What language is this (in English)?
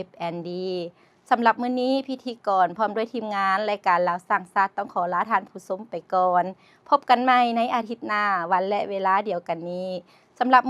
Lao